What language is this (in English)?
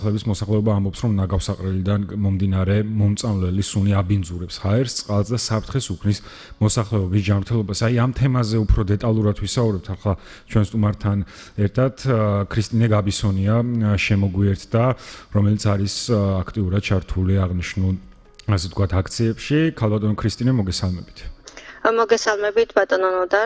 Georgian